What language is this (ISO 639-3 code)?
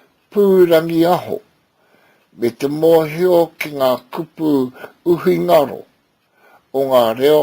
mri